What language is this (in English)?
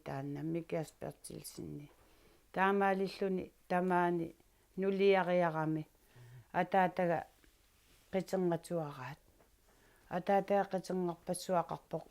Kalaallisut